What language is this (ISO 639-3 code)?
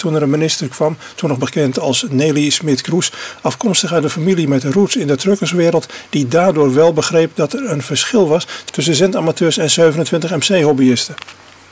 nld